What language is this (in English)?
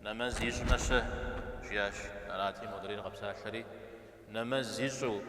Kabardian